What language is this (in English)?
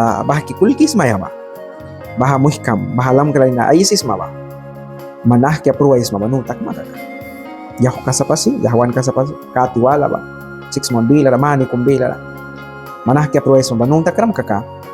Mískito